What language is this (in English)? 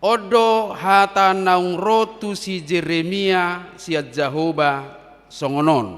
Batak Toba